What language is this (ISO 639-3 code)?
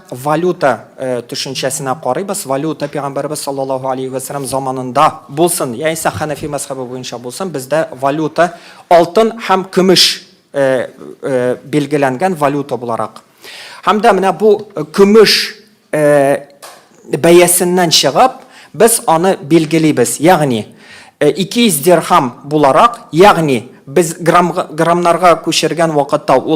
tat